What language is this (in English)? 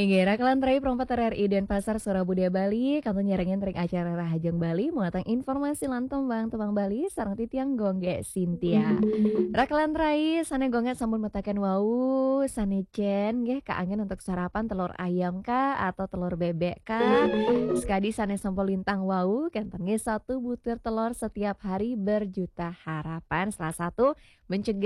Balinese